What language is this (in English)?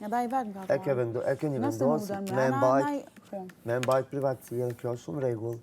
Albanian